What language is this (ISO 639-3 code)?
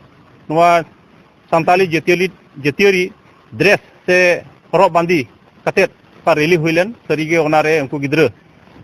sat